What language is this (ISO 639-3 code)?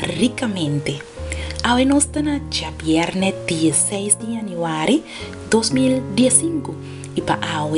pap